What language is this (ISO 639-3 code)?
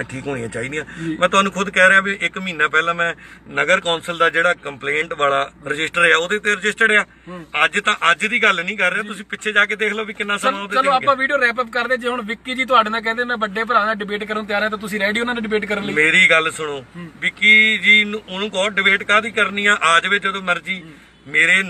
pan